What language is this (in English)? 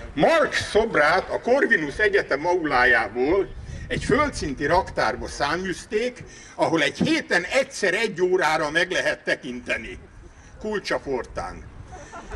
Hungarian